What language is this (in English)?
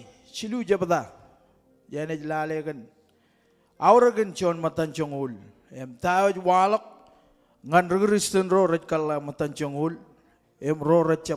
Marshallese